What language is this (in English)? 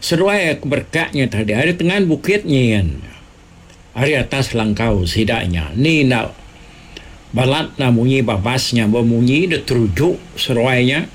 Iban